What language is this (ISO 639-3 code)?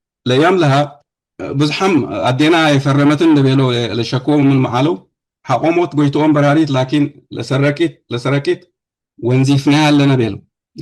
tig